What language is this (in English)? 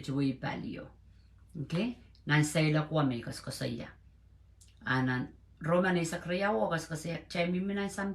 Pohnpeian